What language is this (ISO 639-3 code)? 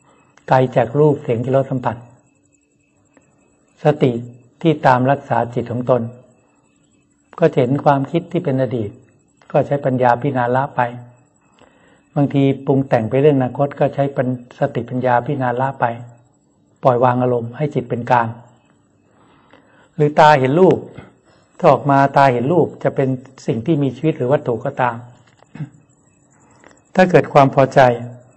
tha